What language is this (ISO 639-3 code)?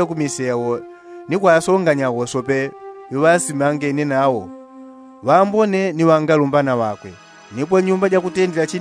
yao